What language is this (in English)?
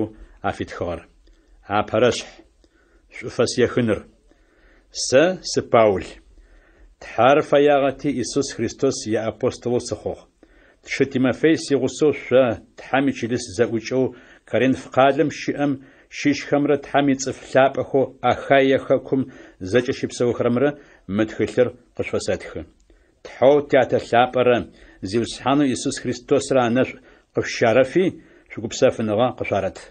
Adyghe